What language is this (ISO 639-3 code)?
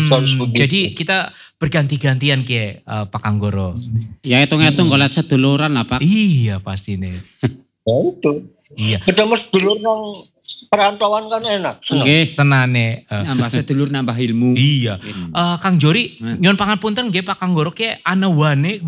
ind